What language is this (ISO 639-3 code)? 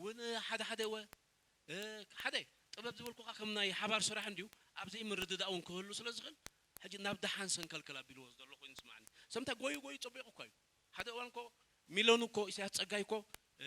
tir